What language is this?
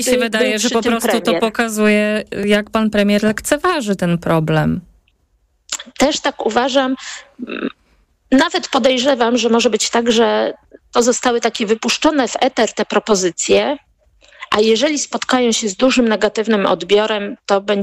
Polish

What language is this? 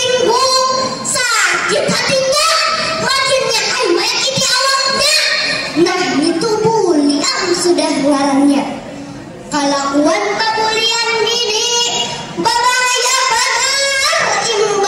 Banjar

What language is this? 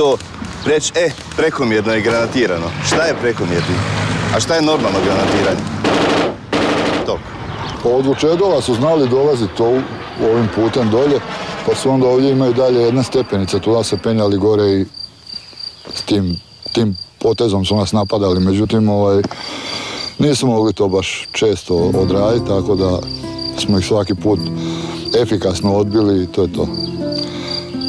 Croatian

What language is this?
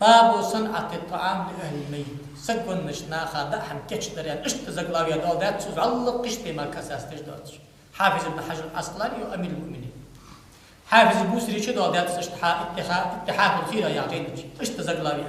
Ingush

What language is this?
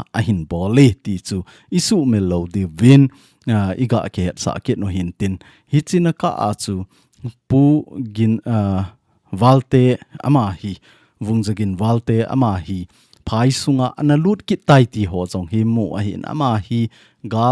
Thado Chin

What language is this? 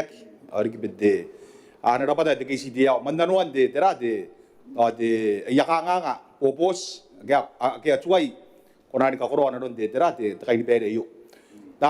Gilbertese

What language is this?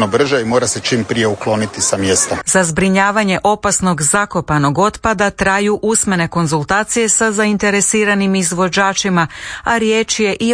Croatian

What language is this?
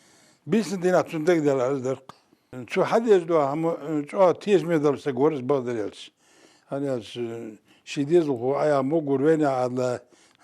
Ingush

